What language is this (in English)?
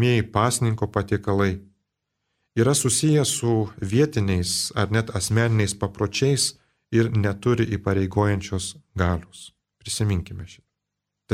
Lithuanian